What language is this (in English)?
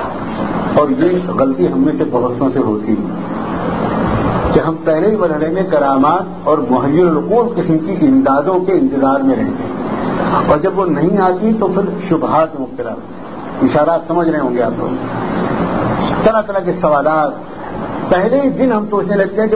Urdu